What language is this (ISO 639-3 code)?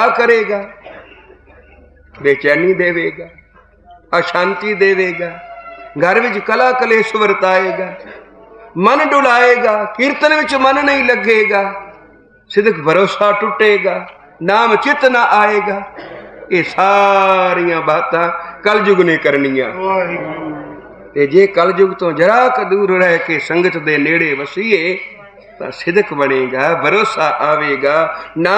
pan